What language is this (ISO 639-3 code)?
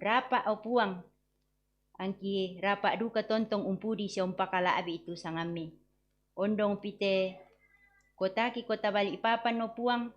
sda